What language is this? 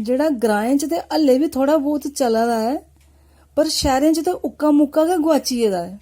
Dogri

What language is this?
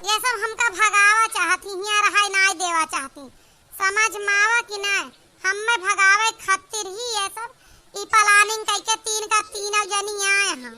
Awadhi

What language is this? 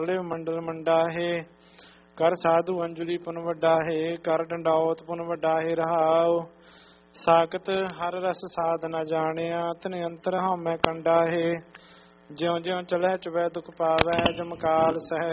Punjabi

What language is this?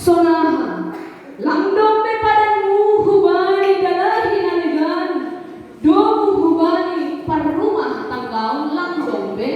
Batak Simalungun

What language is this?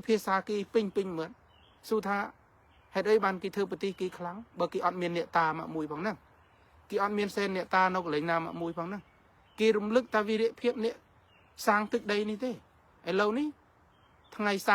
Khmer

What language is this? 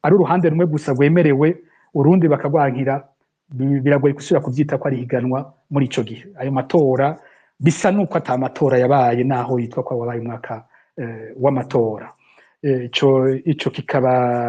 Rundi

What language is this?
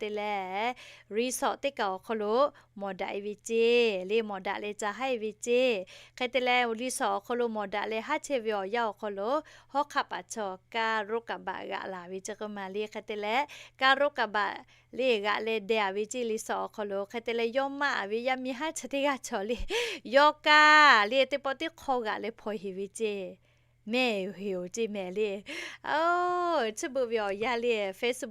Lahu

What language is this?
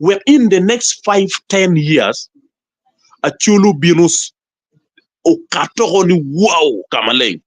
Acoli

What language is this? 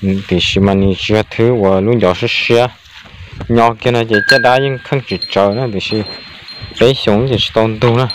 Hmong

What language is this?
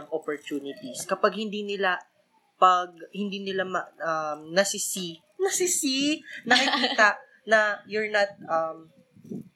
Filipino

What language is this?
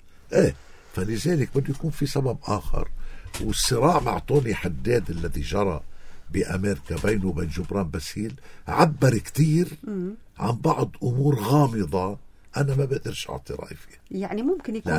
North Levantine Arabic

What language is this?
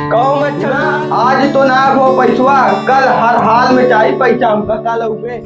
Awadhi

